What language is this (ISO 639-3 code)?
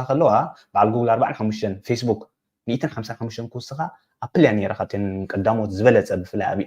tir